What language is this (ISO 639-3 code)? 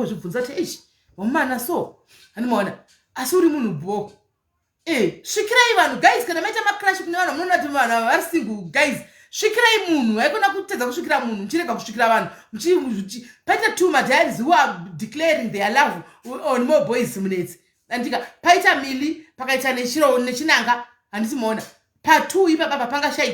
sna